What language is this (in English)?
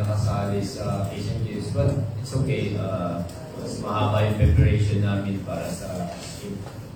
Filipino